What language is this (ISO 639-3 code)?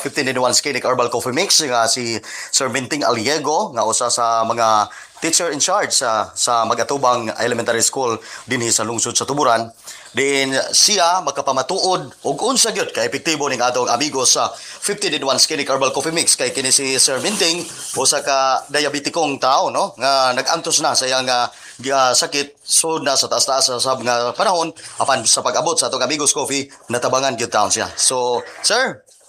ceb